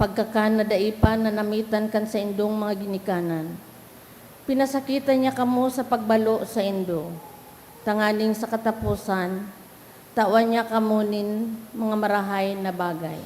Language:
Bikol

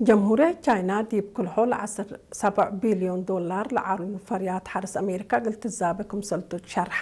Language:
Tigre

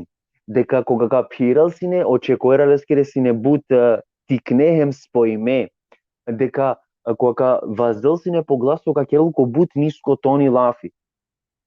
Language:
Balkan Romani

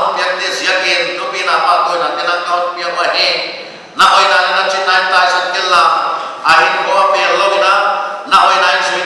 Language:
Paite Chin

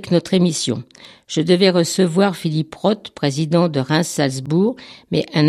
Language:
French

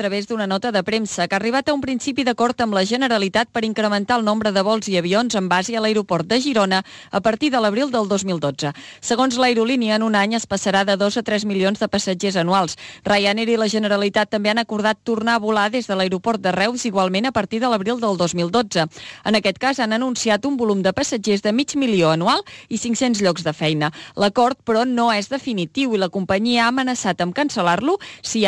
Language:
Catalan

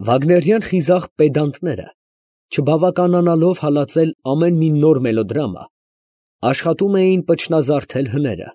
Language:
Armenian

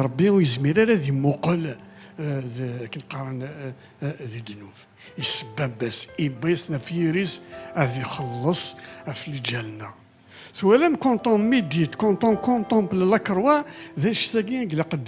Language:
Kabyle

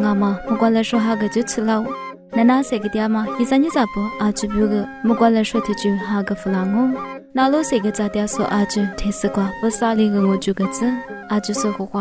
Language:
Lisu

